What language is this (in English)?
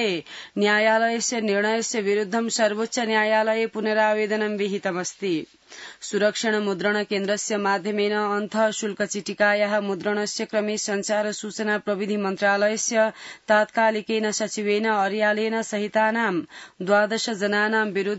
Sanskrit